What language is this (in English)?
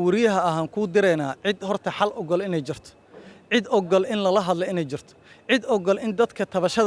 Somali